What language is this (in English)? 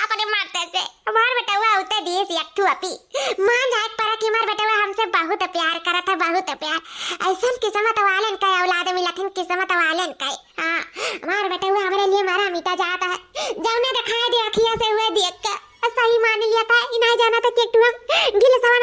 Awadhi